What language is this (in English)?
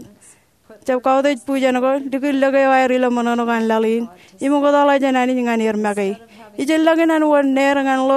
Marshallese